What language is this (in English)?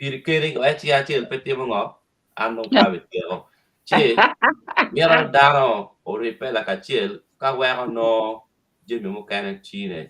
Acoli